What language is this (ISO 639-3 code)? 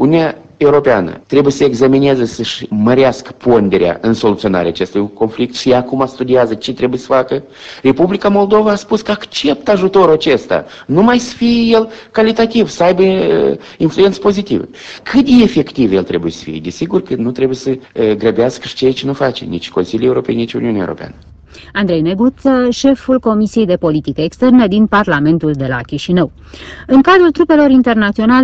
ron